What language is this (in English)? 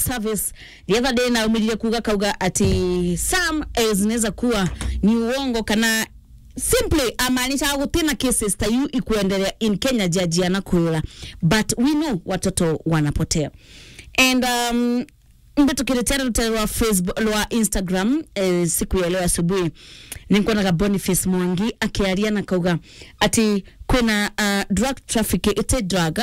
Meru